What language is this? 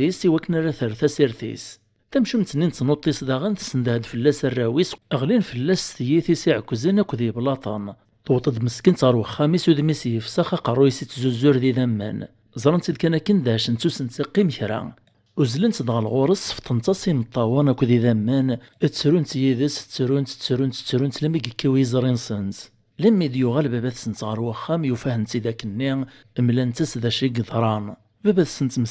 Kabyle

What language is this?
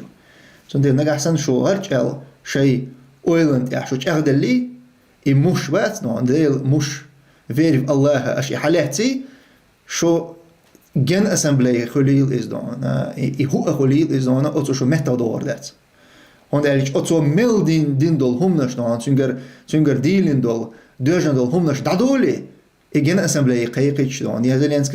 Chechen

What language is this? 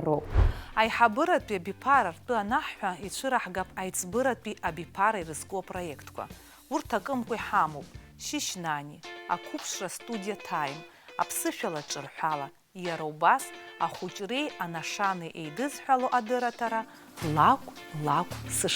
Abkhazian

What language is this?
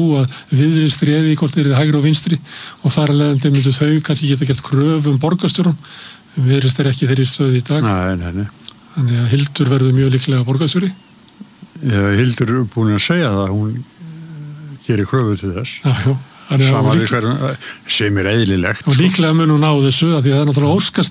Icelandic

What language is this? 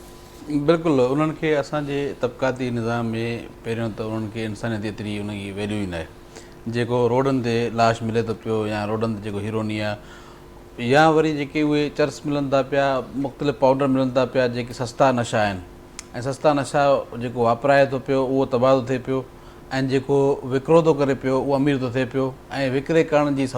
Sindhi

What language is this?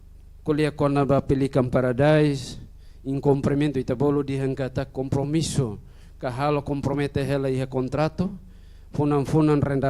Tetum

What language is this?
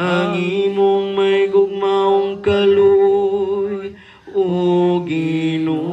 Cebuano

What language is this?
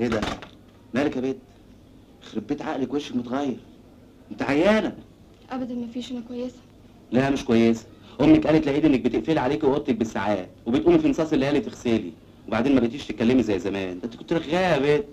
Egyptian Arabic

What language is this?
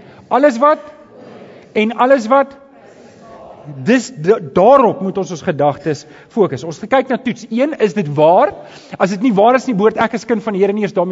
Afrikaans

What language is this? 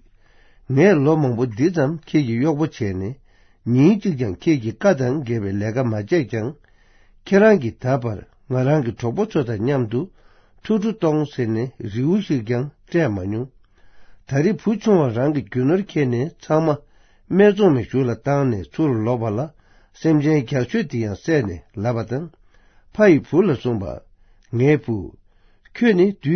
Tibetan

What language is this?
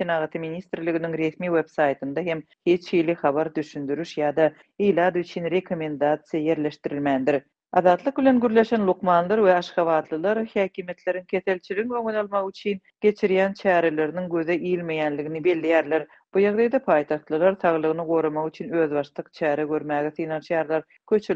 Turkmen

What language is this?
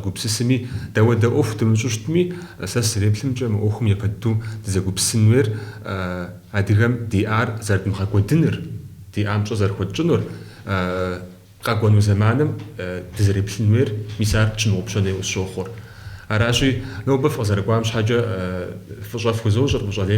Kabardian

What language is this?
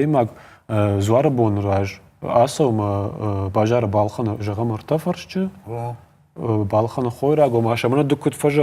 Ossetic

